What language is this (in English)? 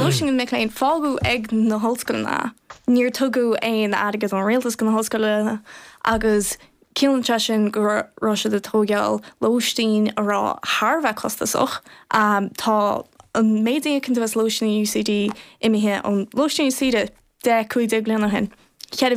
Irish